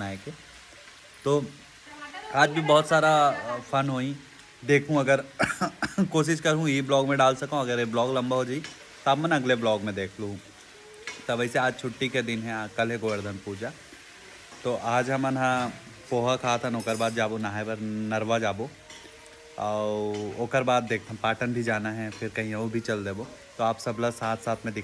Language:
Chhattisgarhi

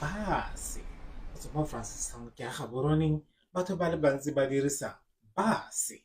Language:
Tswana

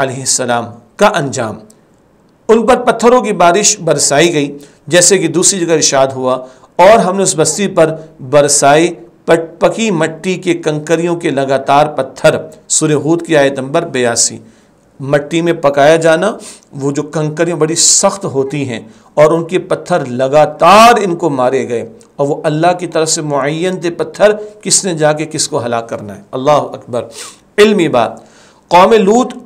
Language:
Urdu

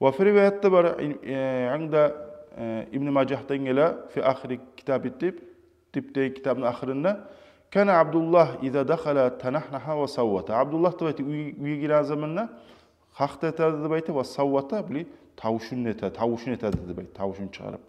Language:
Kumyk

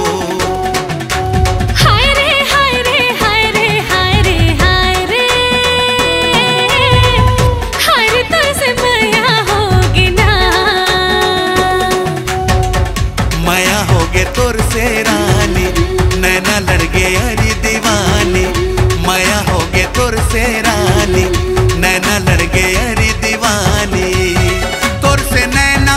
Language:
Chhattisgarhi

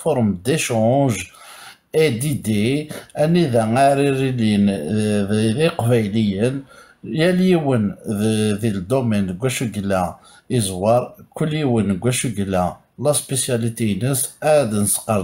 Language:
Kabyle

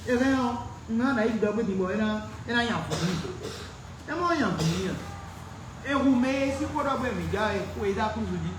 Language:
Fon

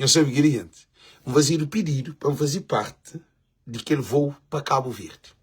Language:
Kabuverdianu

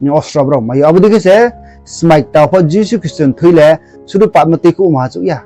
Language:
Riang (India)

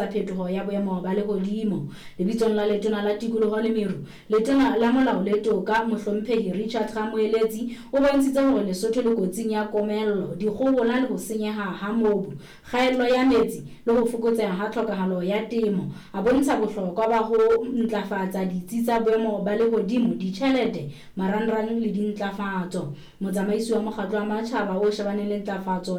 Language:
Southern Sotho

